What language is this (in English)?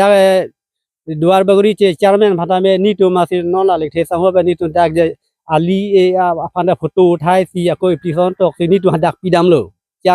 Karbi